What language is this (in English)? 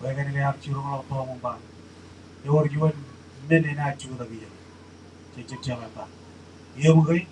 Marshallese